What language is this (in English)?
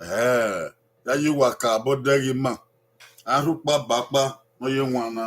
Bini